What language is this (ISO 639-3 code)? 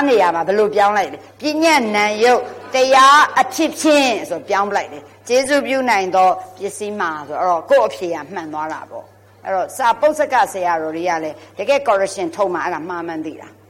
mya